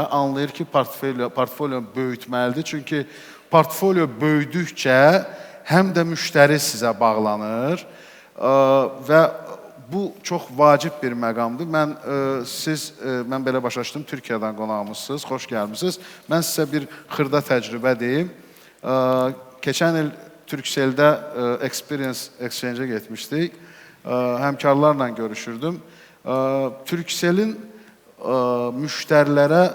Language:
Azerbaijani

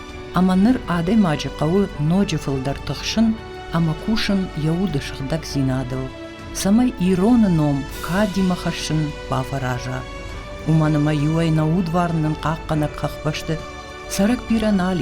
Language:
Ossetic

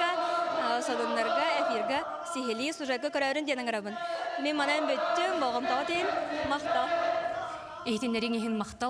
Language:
Yakut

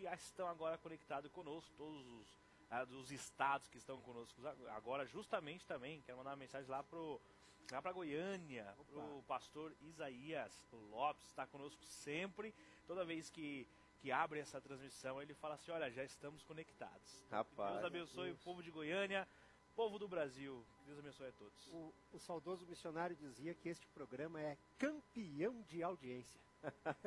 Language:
Portuguese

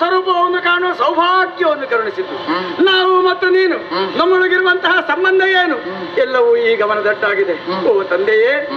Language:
Kannada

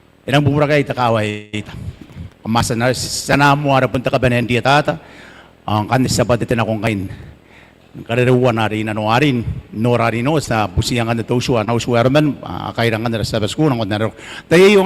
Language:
Gilbertese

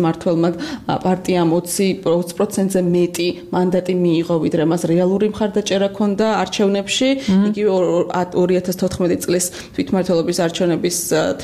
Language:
Georgian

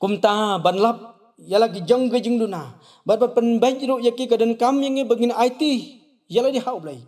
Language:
Khasi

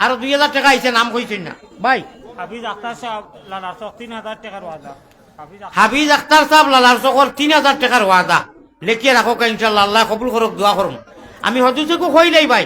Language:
Sylheti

